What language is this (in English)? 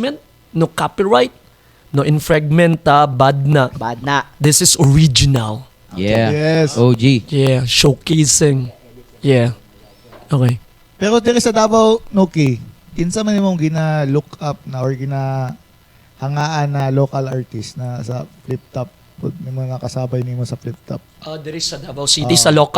Cebuano